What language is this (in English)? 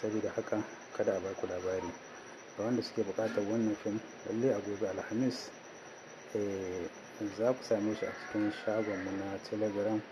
Hausa